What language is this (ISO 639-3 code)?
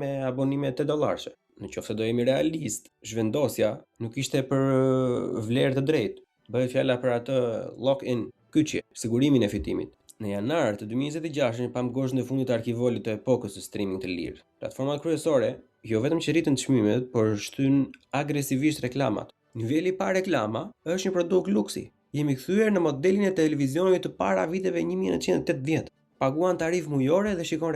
sqi